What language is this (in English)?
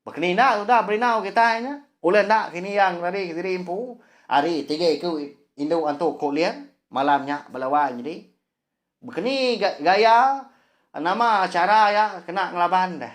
Iban